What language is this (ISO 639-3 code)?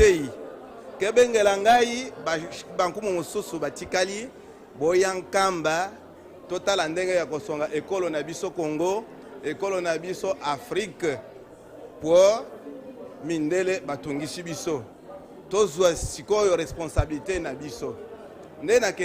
lin